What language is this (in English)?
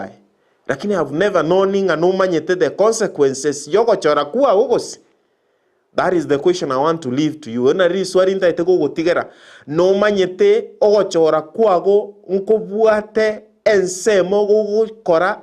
Gusii